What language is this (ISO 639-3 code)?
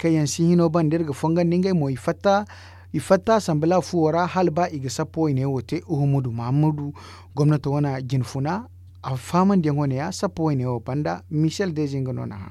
dje